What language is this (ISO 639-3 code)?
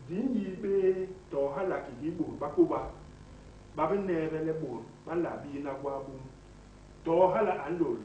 bas